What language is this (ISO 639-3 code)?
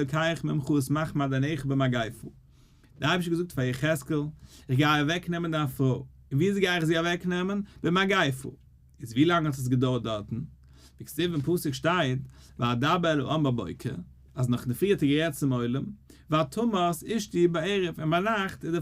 yid